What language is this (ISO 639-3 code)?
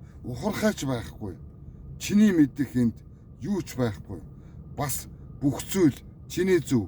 mon